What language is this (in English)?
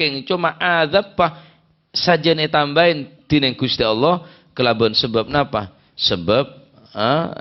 Madurese